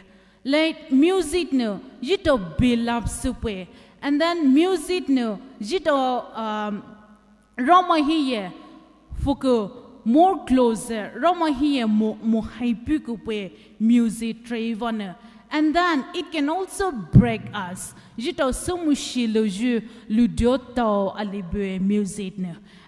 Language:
Poumei Naga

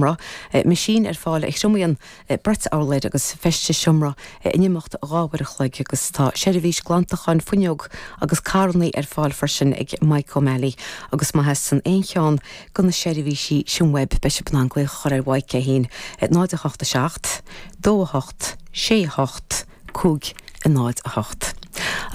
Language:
Irish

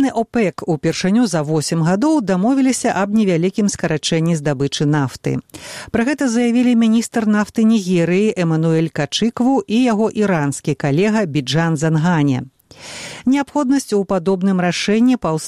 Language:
Belarusian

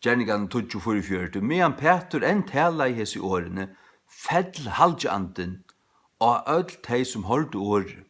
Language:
Faroese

